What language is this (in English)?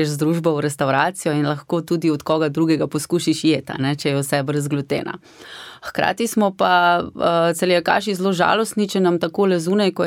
Slovenian